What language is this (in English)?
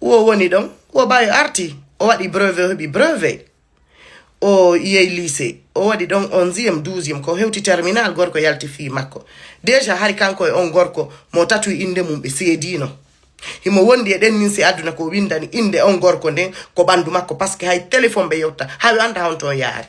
Fula